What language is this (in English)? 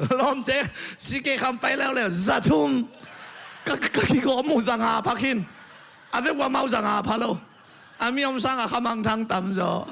Tedim Chin